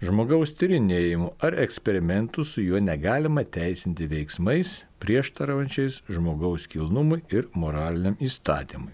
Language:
Lithuanian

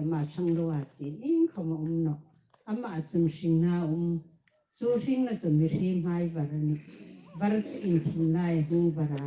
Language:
Hmar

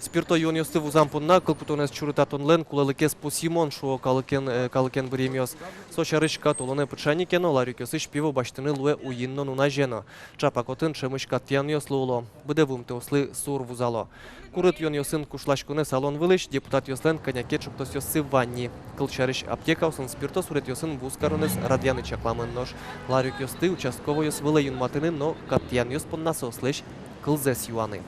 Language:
Udmurt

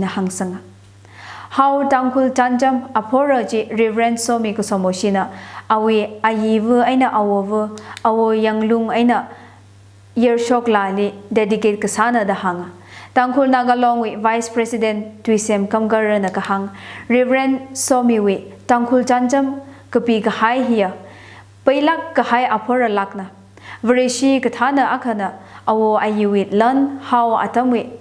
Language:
Tangkhul Naga (India)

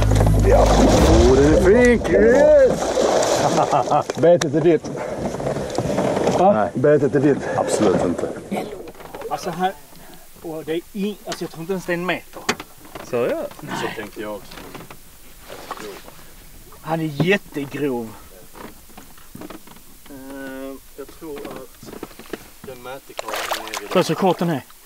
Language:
Swedish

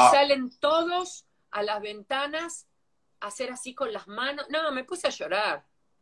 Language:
Spanish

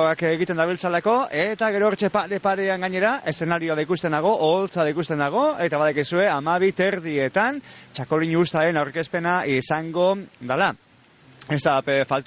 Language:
Basque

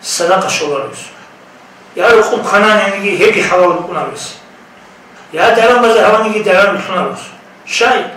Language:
Avaric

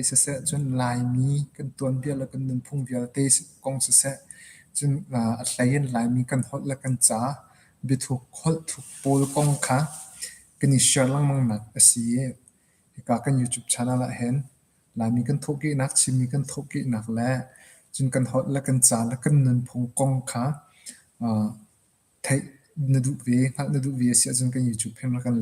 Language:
Hakha Chin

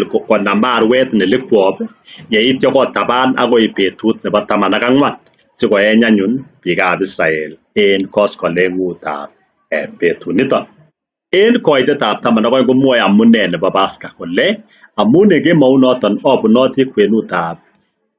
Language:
Kalenjin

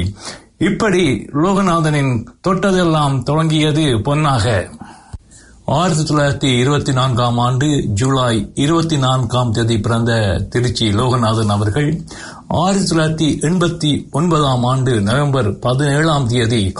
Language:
Tamil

